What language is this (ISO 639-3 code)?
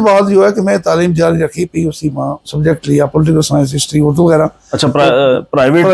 gju